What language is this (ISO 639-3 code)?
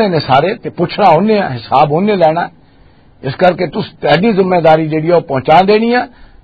lah